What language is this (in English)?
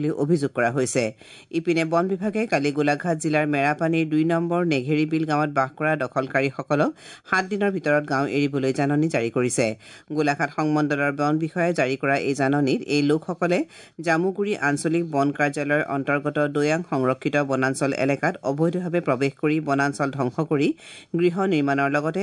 Assamese